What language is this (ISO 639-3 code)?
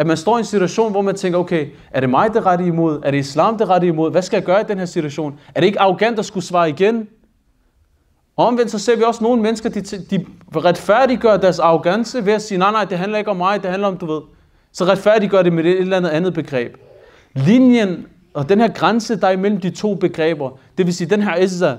dan